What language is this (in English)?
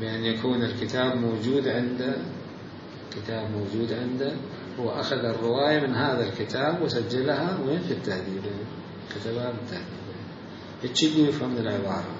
Mesopotamian Arabic